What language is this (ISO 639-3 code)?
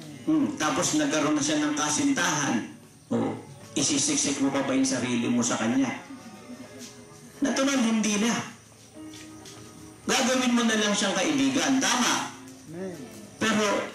fil